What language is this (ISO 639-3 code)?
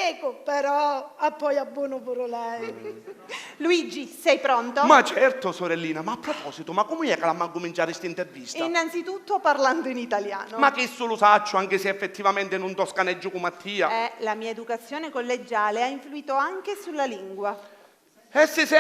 scn